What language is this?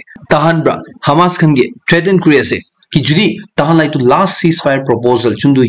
Naga Pidgin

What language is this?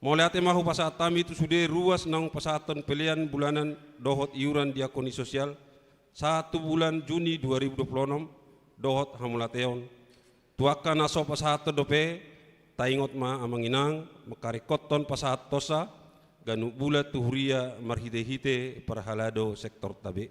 Batak Toba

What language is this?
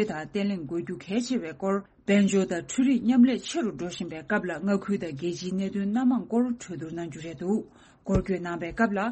Tibetan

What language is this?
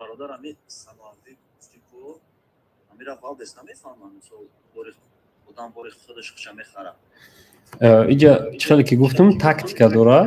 Tajik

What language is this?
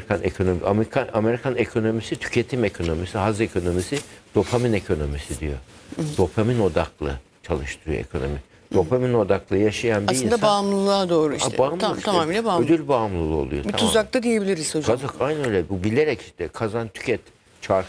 Turkish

